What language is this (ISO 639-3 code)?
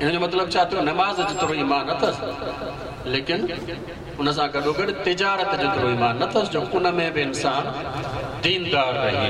snd